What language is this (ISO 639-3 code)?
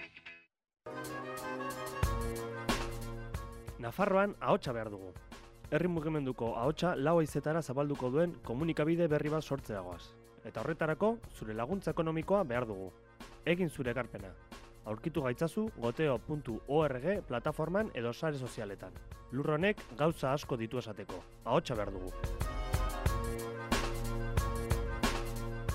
eus